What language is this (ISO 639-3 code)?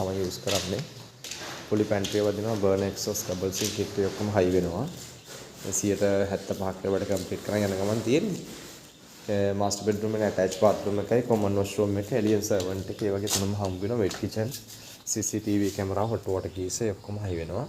sin